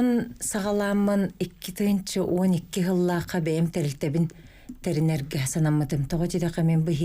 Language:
Yakut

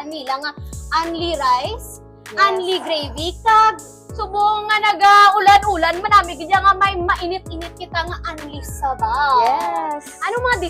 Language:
Hiligaynon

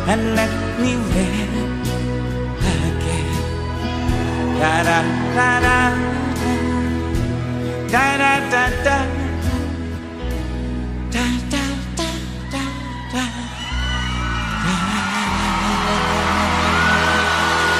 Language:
English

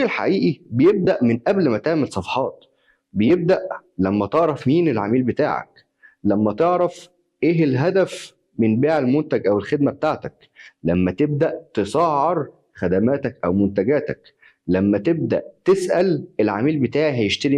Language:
Egyptian Arabic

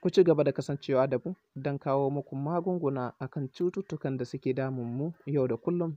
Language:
Hausa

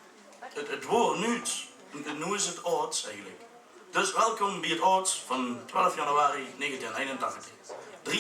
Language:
Limburgish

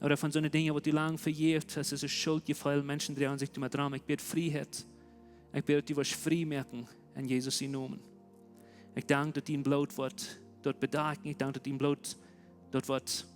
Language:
Plautdietsch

